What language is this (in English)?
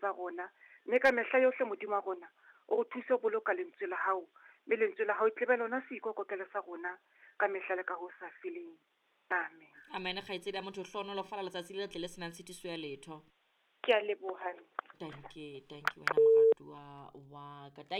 Southern Sotho